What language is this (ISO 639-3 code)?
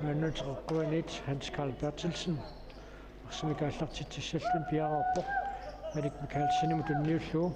kal